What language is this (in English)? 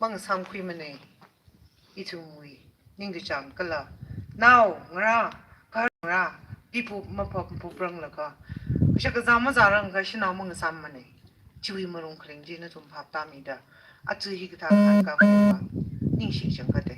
Tangkhul Naga (India)